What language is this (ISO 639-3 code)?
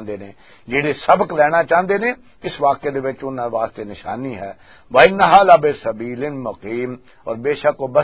lah